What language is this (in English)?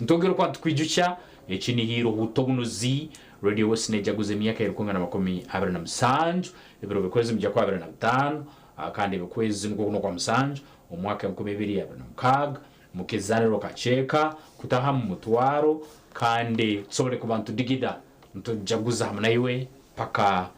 Nyankole